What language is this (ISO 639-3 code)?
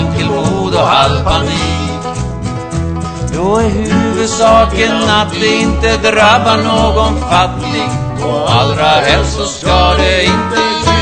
swe